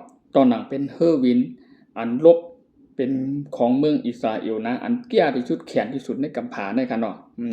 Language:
Shan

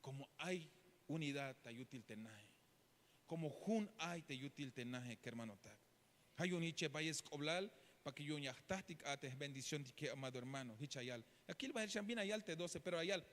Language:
Tzeltal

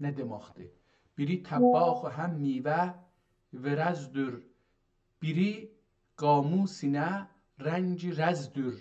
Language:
South Azerbaijani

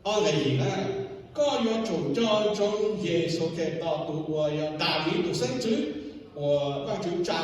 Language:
Hmong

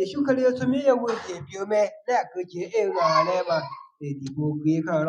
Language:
Akha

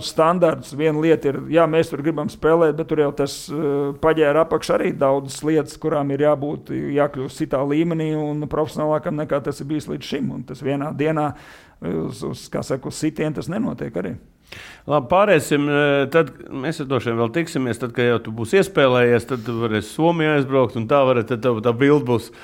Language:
Latvian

